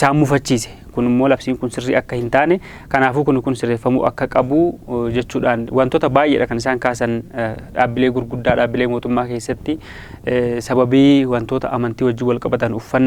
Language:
Oromo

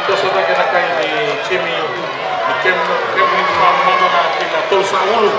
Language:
Fijian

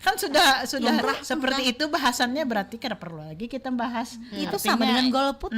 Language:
Banjar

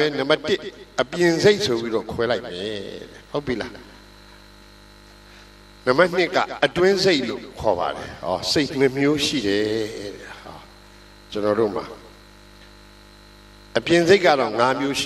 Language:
Burmese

